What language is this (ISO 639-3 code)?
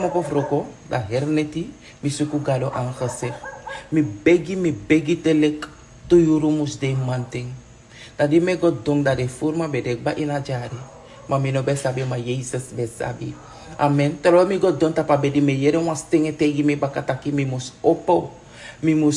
srn